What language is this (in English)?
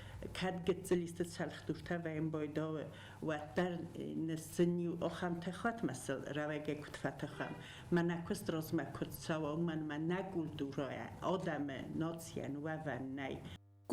Ossetic